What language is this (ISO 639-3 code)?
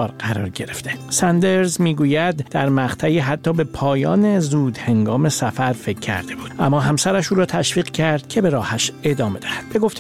fas